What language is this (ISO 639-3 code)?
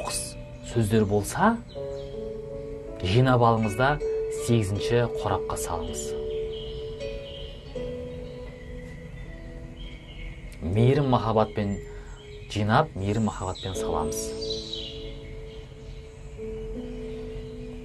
kaz